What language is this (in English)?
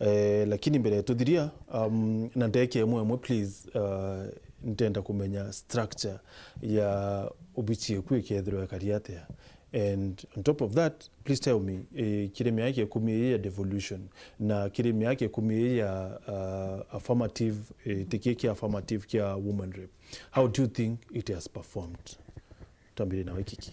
Meru